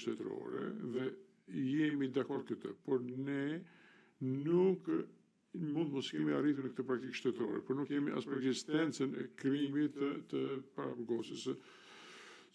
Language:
Albanian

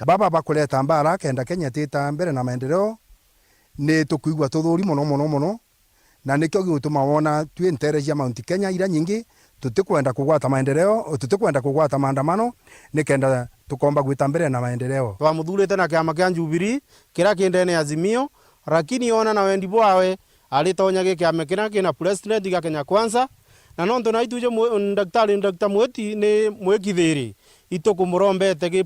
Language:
Meru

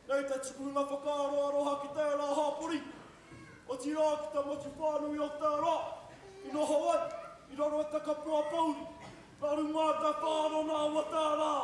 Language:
Māori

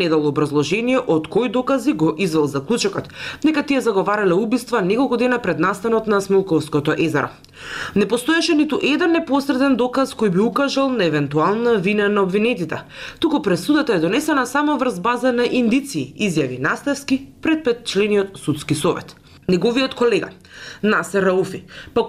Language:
Macedonian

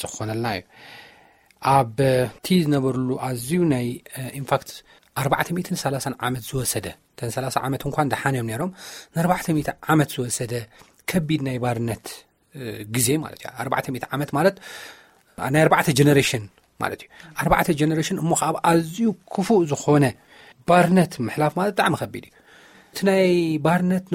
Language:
Tigrinya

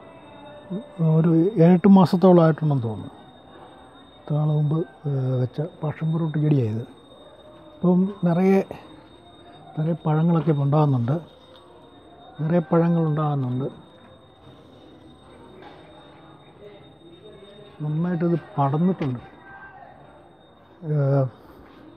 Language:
Malayalam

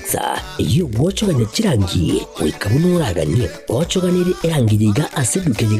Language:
Gusii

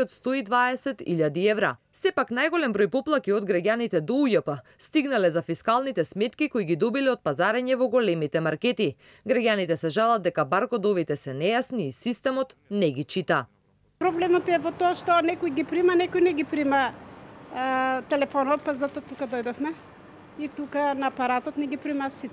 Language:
Macedonian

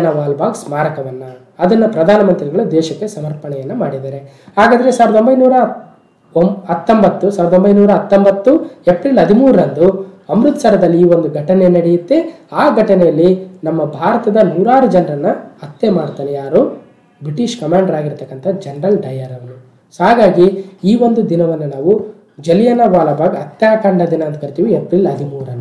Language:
Kannada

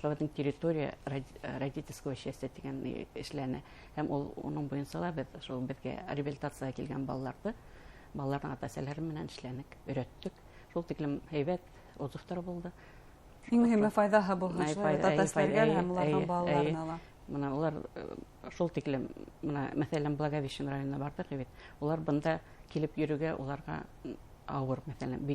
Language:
Bashkir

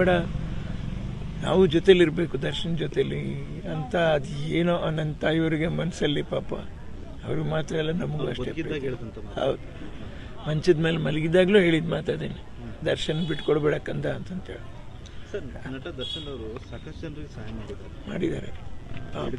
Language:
Kannada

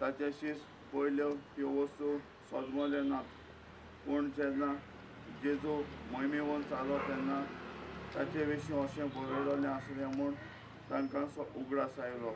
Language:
Konkani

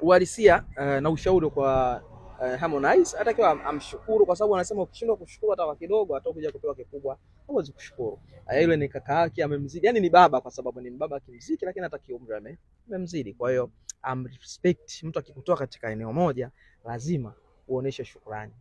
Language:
Swahili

